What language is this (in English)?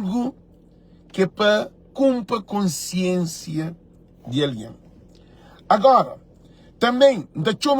Kabuverdianu